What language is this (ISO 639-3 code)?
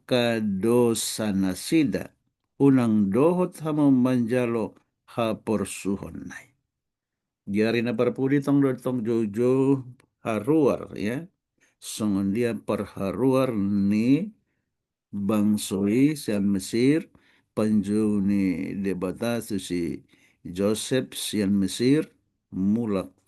bbc